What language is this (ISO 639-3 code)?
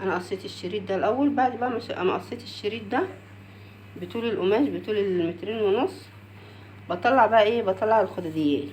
arz